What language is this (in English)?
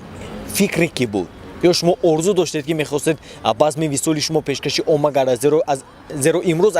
Tajik